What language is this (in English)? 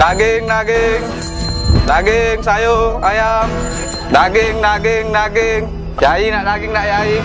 Musi